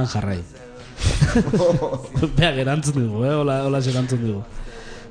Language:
Basque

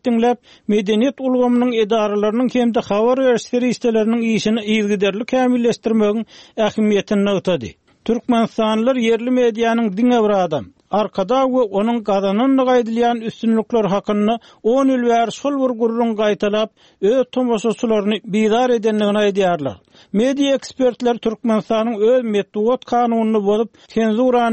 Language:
Turkmen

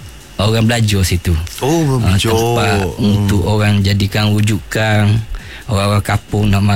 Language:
Malay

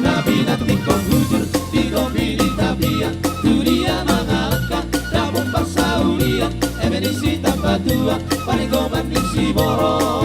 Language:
Batak Toba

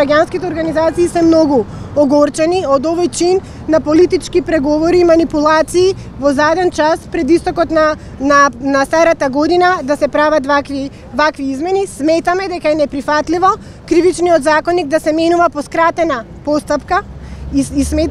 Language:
Macedonian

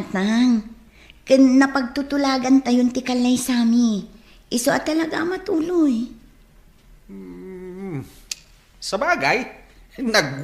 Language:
Iloko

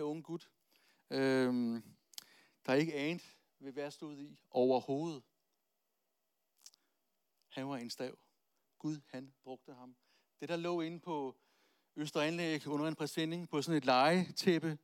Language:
Danish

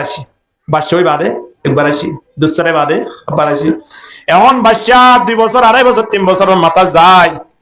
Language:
Rohingya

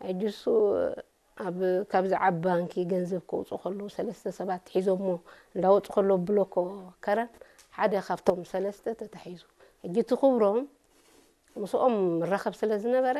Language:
Tigrinya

